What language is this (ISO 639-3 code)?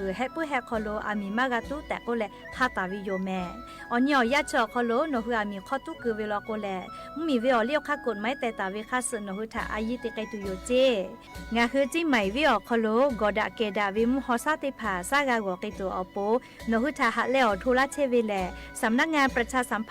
lhu